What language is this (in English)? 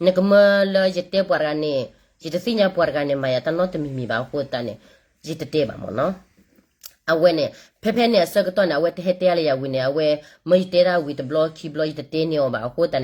S'gaw Karen